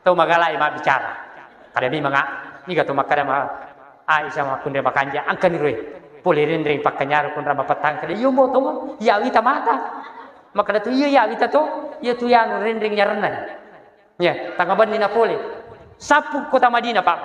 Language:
Buginese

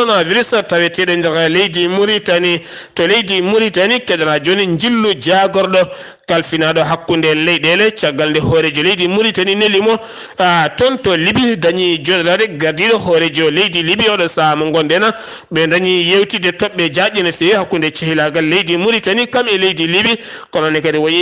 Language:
Fula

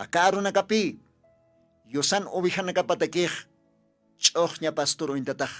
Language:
Aymara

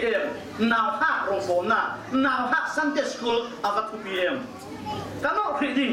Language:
Falam Chin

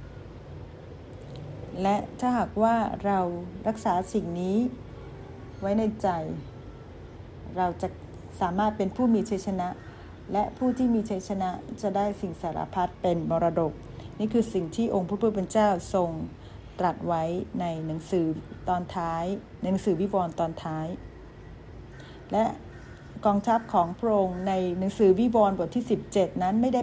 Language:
Thai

